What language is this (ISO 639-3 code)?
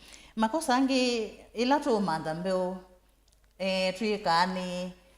kam